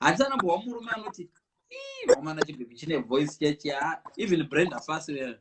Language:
Shona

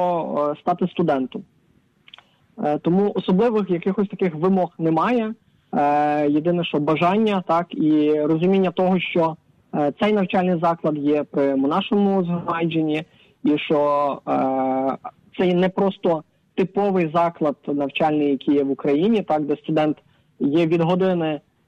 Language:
Ukrainian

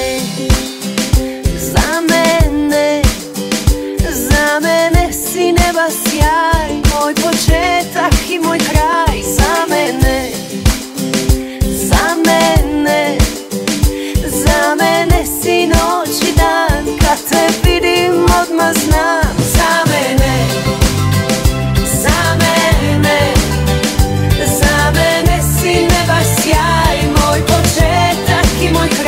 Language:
Croatian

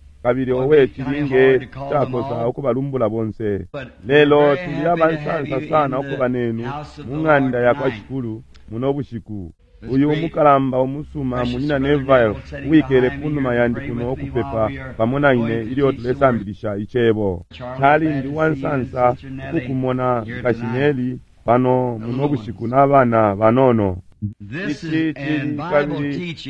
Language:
Bemba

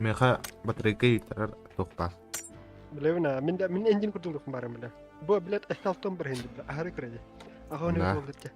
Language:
Yakut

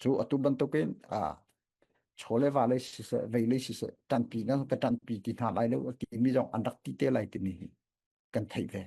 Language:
Falam Chin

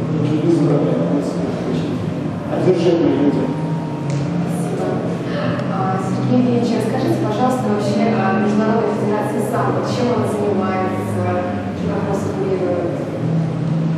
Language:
Russian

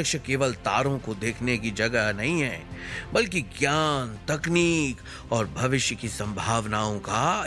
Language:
Hindi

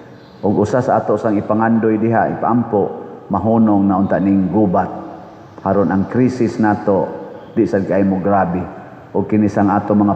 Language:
Cebuano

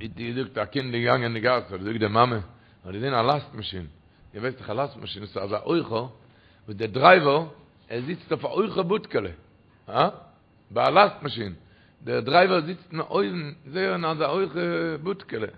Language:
Yiddish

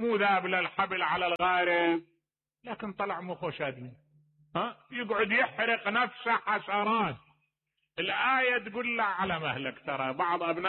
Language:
Mesopotamian Arabic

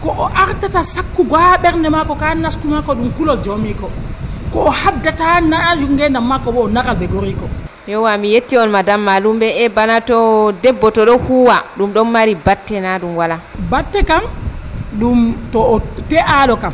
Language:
Nigerian Fulfulde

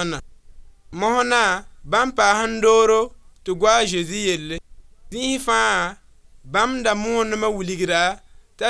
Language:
Mossi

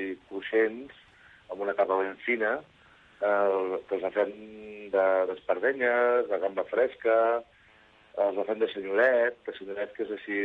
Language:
Catalan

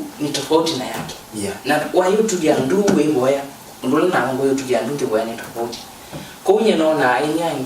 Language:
Kamba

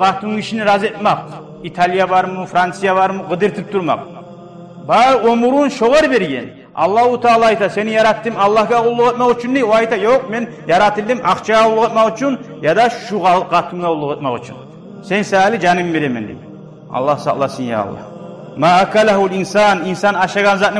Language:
Kumyk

